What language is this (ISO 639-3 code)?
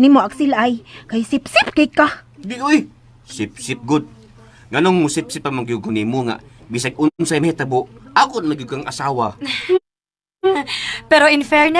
ceb